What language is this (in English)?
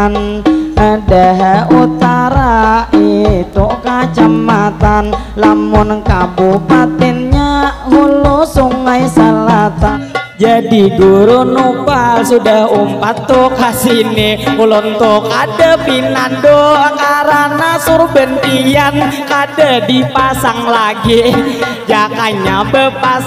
Banjar